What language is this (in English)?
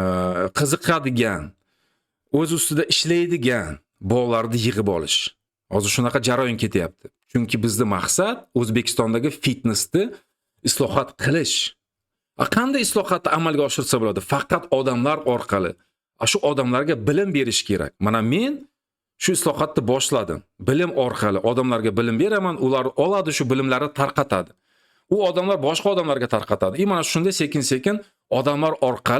Uzbek